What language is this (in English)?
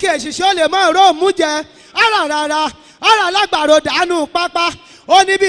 Yoruba